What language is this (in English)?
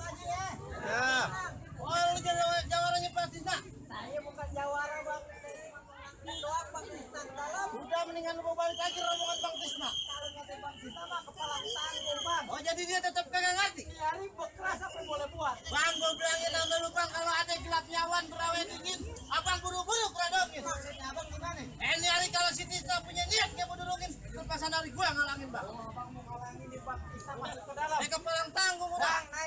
Betawi